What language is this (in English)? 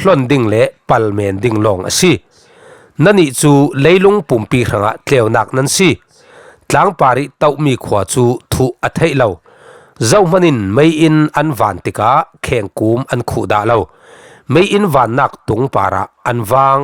Falam Chin